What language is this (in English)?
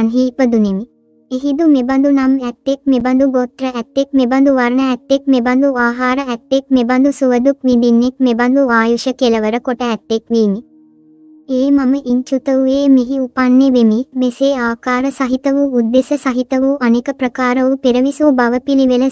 Sinhala